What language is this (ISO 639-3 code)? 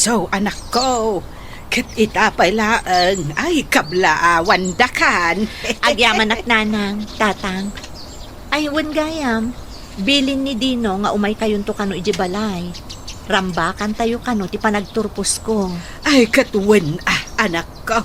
ilo